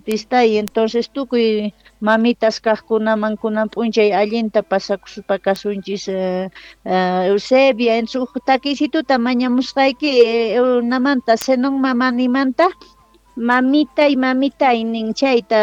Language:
Quechua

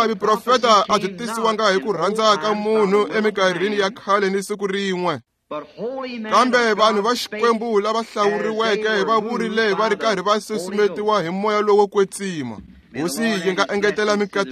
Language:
Tsonga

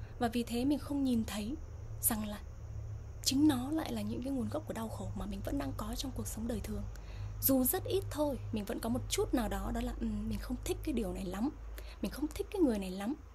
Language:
Vietnamese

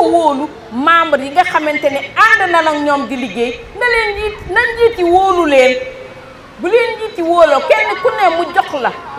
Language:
Wolof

